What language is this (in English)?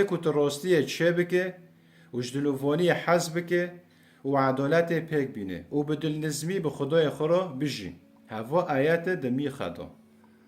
Kurdish